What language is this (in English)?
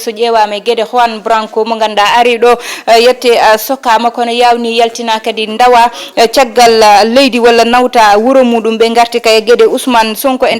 Fula